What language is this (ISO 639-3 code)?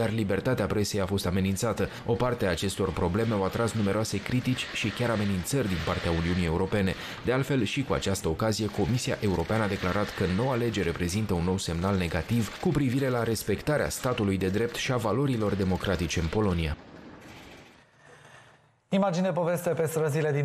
ron